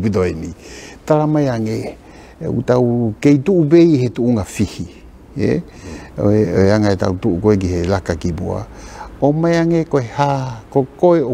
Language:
Tongan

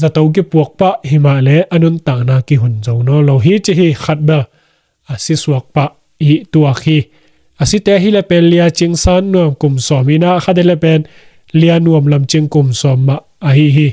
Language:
Tedim Chin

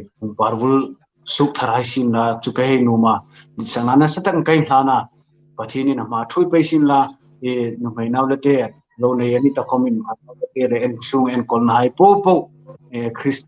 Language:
Hmar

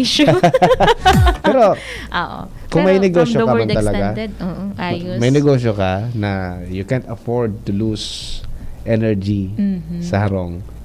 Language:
Bikol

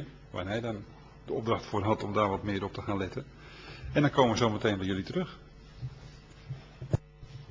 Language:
Dutch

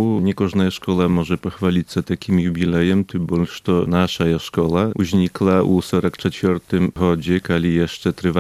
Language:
Belarusian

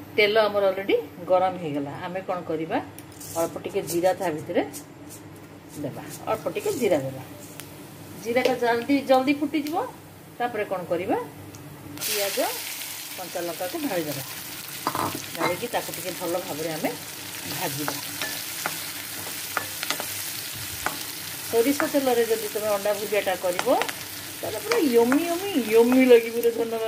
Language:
Odia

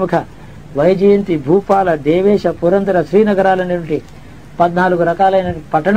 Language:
Telugu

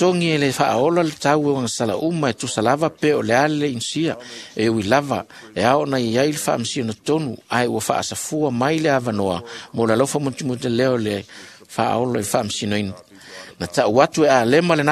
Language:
Samoan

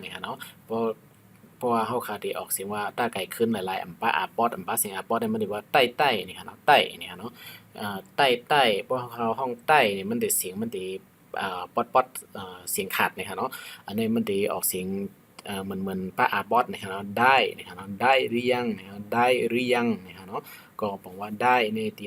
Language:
Shan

